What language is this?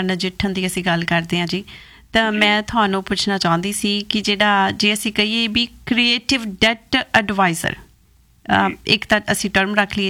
Punjabi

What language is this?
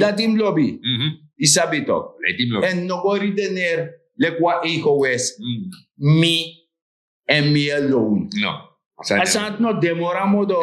Sranan Tongo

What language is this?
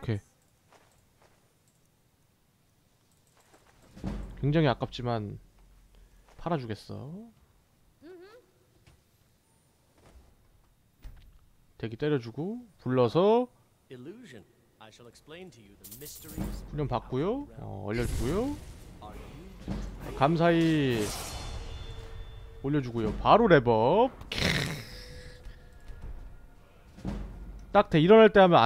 Korean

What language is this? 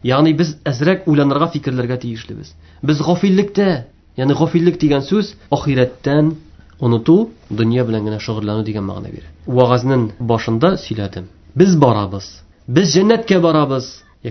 Tatar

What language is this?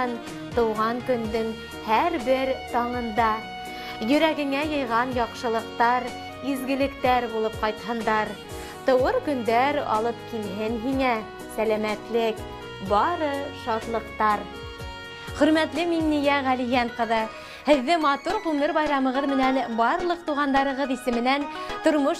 Bashkir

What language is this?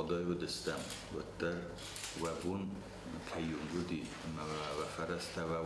Ossetic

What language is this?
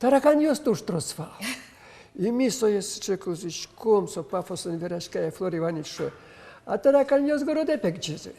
Udmurt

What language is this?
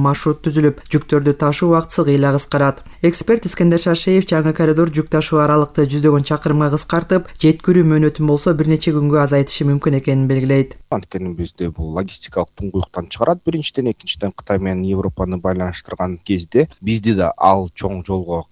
Kyrgyz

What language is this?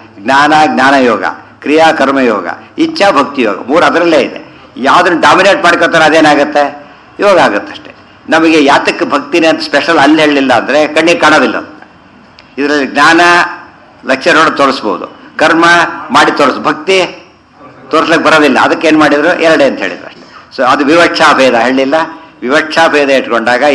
Kannada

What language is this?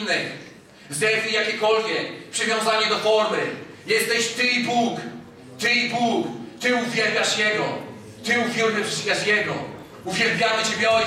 Polish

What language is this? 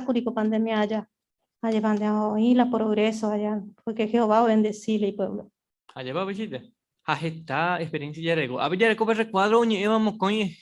Guarani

